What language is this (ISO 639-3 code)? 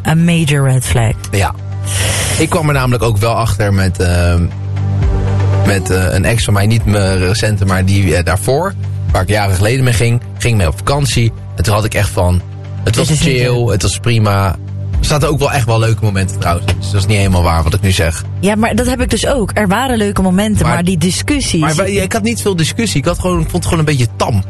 nld